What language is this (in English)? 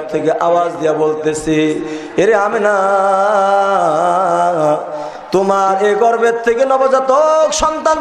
Bangla